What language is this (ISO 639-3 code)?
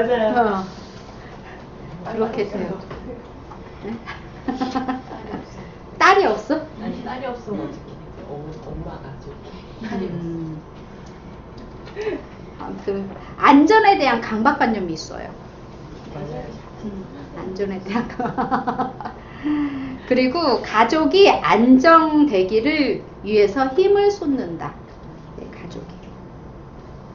kor